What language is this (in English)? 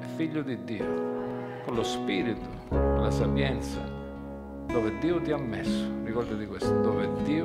Italian